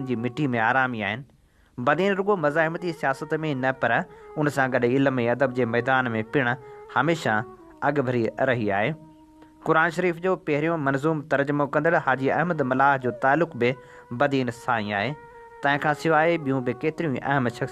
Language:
Sindhi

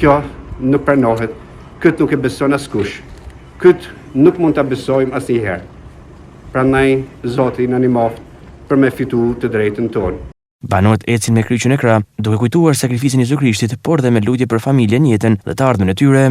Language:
Albanian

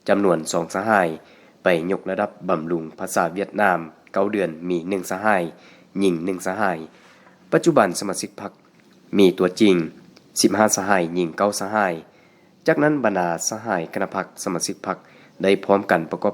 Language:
Lao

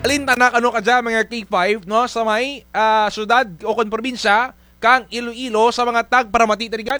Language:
Kinaray-a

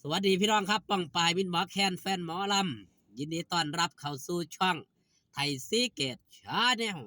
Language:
Northeastern Thai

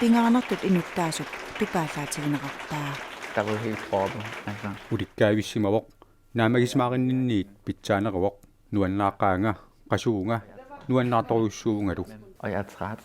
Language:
Kalaallisut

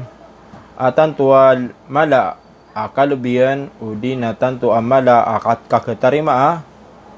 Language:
Maranao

